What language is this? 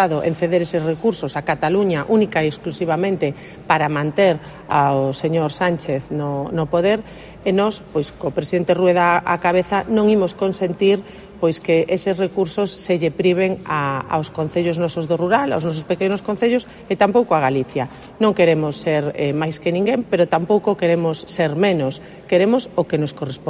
Galician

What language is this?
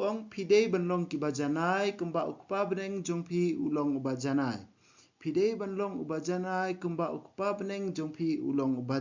Khasi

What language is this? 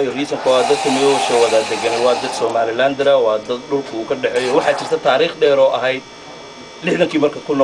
Somali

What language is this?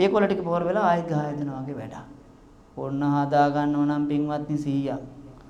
Sinhala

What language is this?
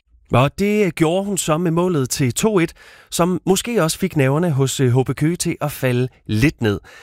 Danish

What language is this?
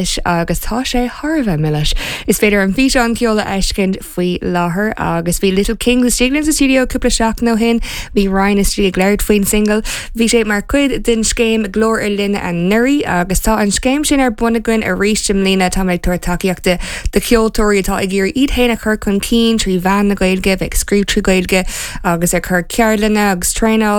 Irish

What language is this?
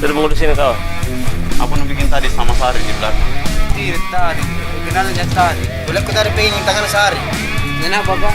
Makassar Malay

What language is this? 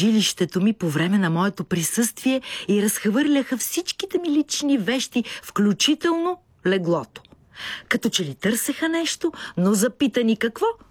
Bulgarian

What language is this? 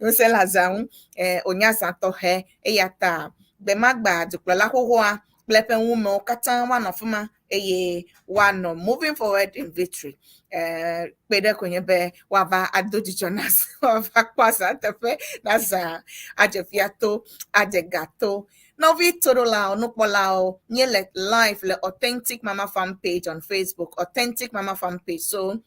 Ewe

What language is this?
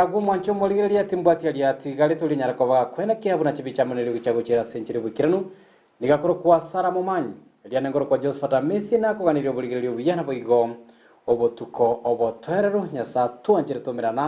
Gusii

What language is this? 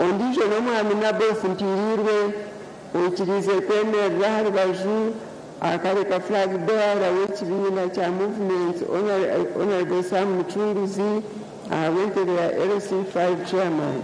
Nyankole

